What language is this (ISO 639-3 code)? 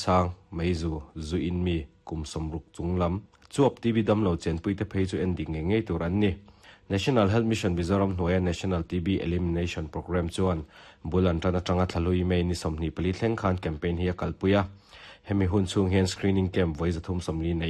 lus